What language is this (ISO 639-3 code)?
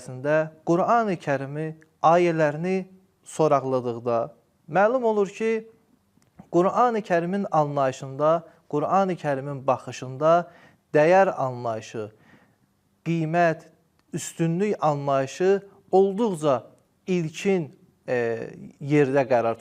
aze